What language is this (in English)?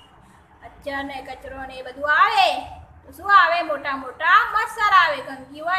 Gujarati